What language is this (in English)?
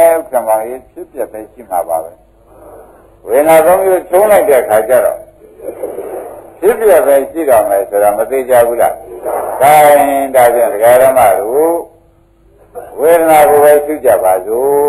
Burmese